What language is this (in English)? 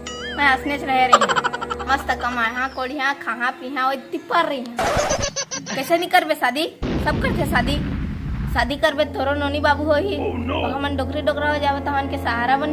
Chhattisgarhi